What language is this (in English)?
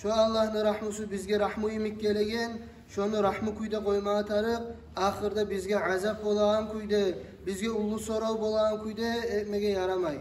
Kumyk